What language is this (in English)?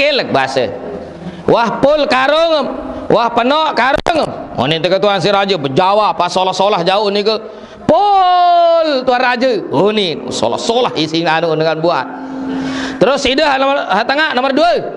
Sasak